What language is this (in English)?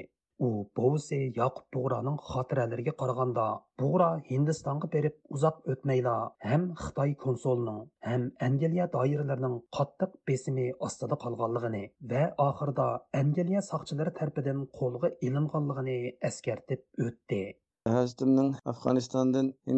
Uyghur